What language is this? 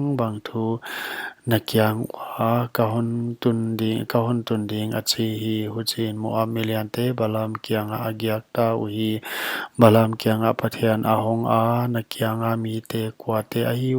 Paite Chin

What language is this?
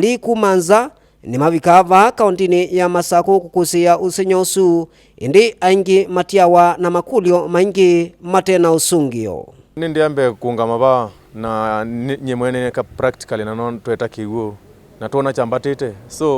Kamba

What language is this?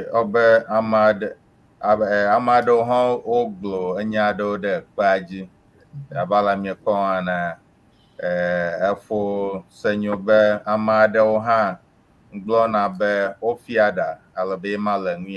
Ewe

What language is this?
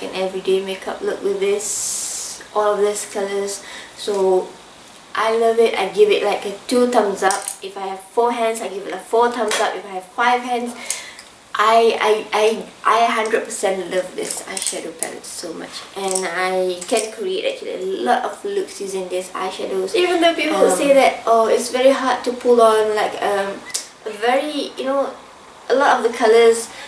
English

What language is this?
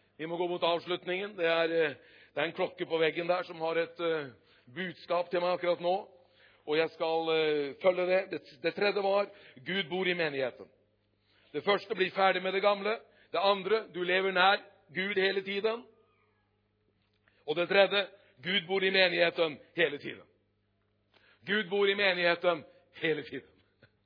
Norwegian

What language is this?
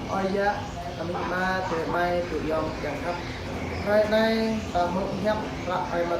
Jarai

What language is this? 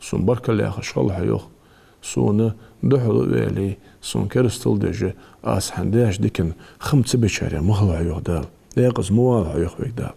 Ingush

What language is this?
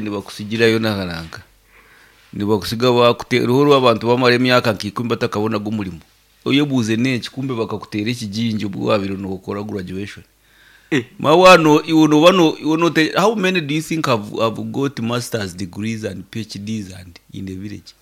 Nyankole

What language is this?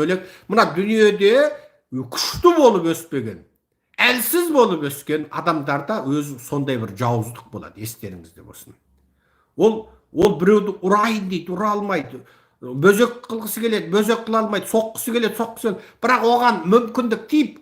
Kazakh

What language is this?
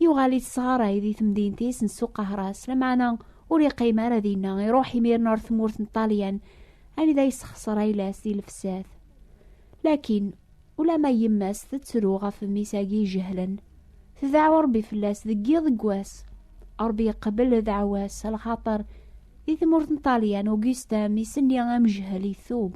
Kabyle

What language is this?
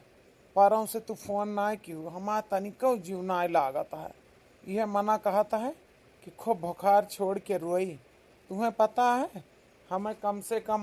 Awadhi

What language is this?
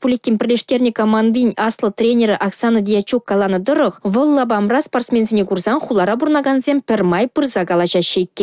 Chuvash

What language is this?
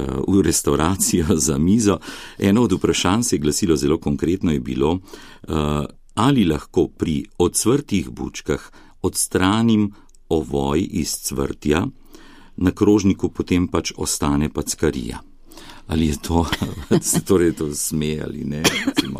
Slovenian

